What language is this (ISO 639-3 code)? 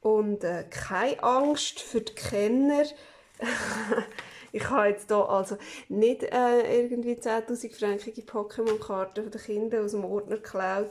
gsw